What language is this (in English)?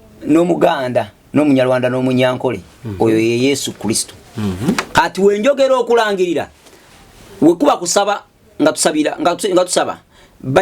Ganda